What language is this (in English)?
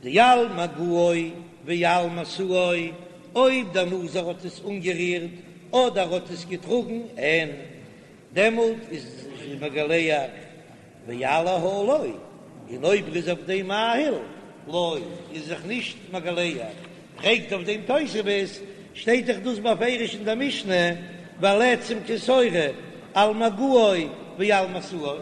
Yiddish